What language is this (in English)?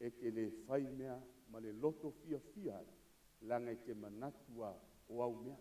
Samoan